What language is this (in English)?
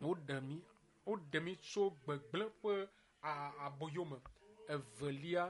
Ewe